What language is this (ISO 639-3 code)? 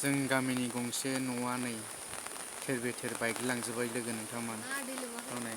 brx